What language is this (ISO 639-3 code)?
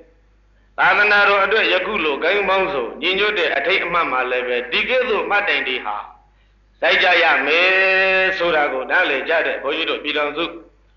mya